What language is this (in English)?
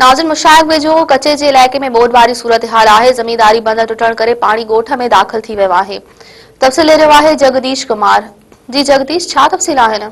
Sindhi